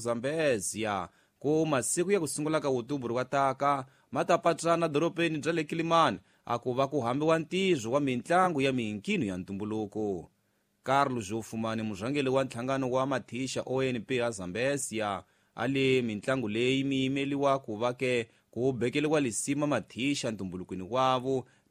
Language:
Tsonga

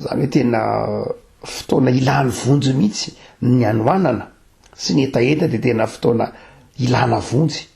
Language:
Malagasy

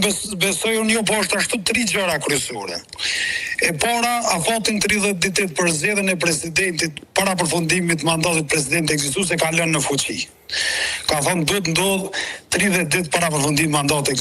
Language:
Albanian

